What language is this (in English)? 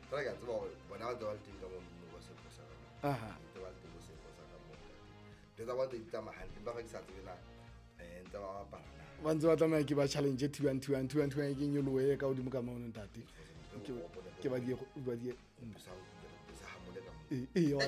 Southern Sotho